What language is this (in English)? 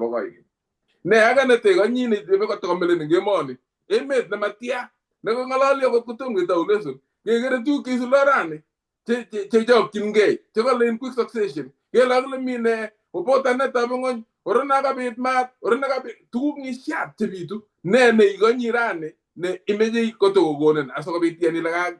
Kalenjin